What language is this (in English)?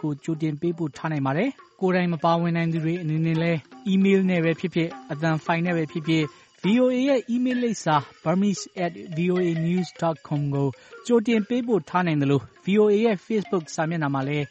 Burmese